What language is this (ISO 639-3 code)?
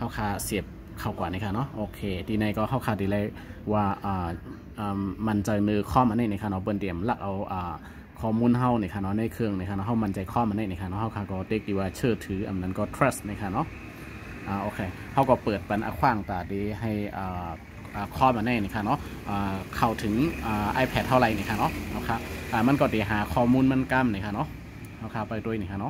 shn